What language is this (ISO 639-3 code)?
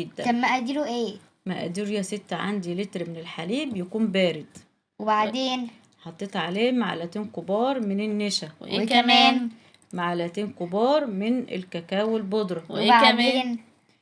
arz